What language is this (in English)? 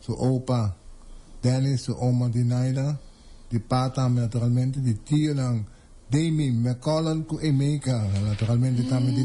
Papiamento